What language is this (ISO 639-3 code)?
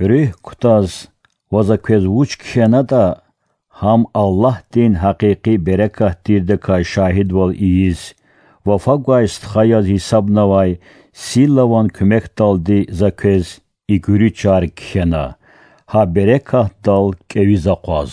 lez